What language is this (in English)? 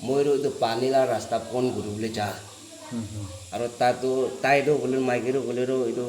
Naga Pidgin